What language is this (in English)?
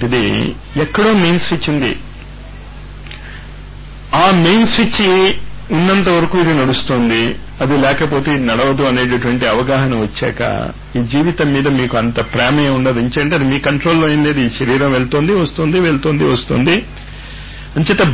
Telugu